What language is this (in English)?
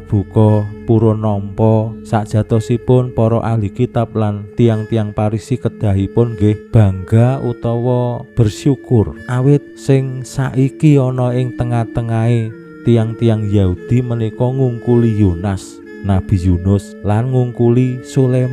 Javanese